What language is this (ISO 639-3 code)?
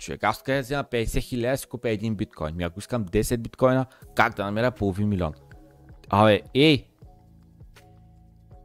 bul